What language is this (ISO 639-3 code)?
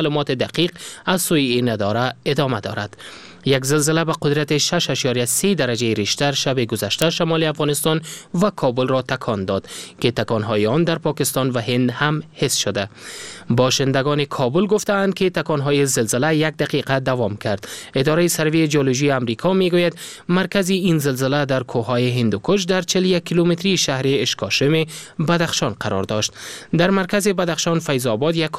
fas